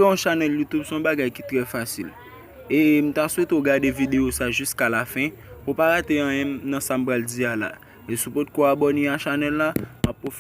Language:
Haitian Creole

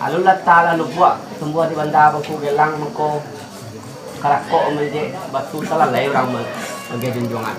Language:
Minangkabau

